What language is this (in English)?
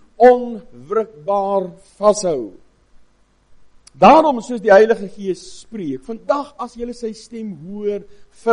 Afrikaans